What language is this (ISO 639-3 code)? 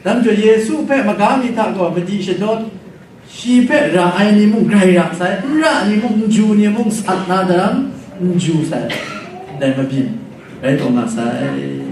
kac